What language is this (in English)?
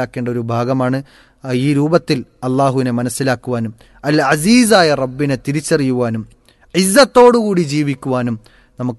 Malayalam